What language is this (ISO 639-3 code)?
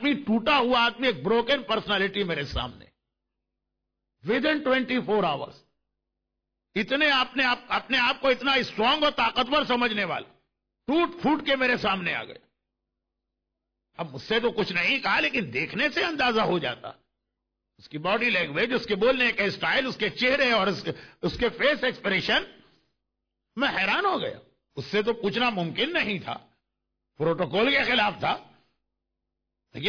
urd